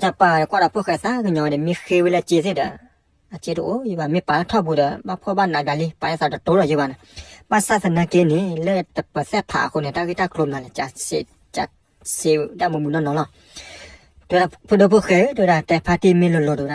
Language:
S'gaw Karen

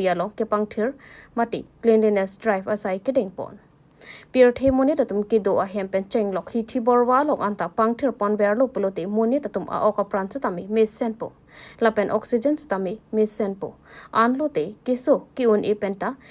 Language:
Karbi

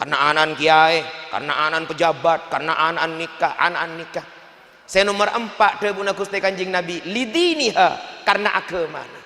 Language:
Madurese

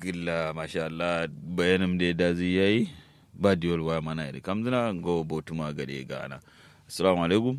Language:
Kanuri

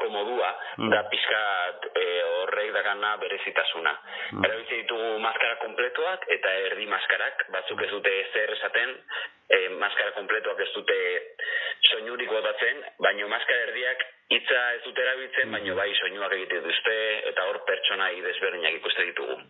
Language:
Basque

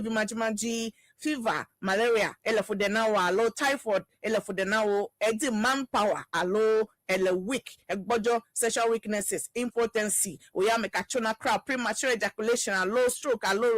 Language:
Ewe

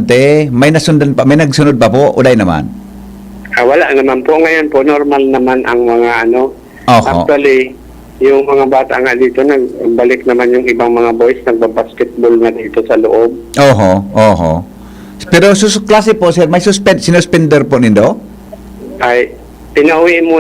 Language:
Bikol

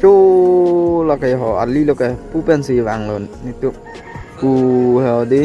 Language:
Karbi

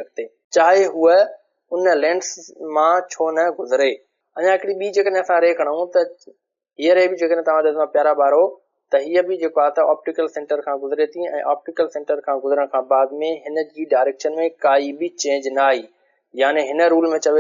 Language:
Sindhi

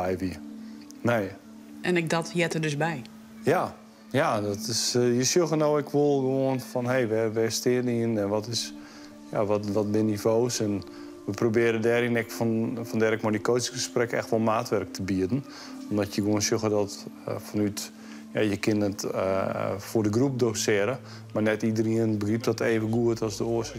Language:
Western Frisian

